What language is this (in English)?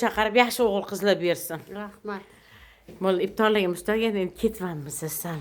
Uzbek